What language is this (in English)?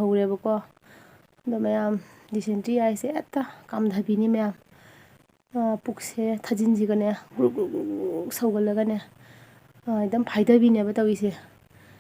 Manipuri